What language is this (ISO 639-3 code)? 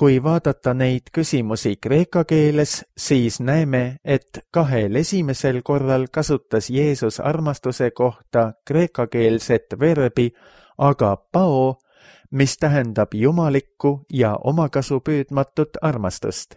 est